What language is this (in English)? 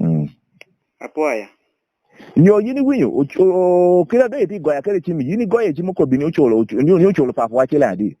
Lango (Uganda)